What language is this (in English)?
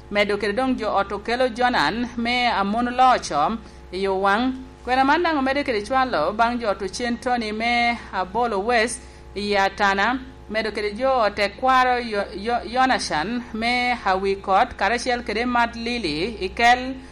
Lango (Uganda)